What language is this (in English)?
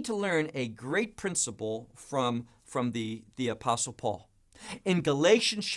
English